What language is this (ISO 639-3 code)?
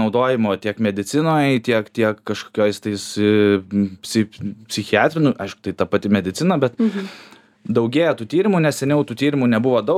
lit